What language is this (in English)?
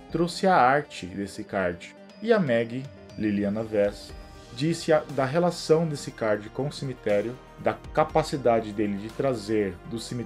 Portuguese